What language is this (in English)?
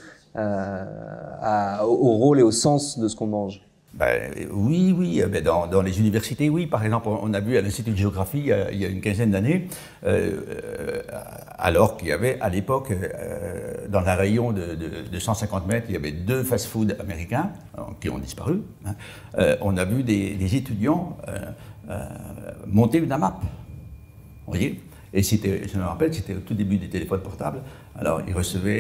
French